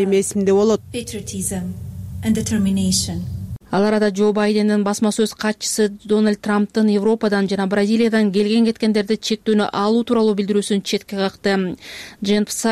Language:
Kyrgyz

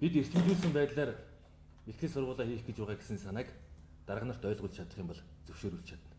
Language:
Mongolian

